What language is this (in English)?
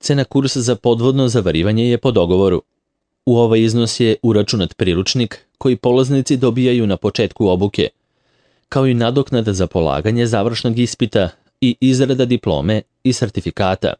Serbian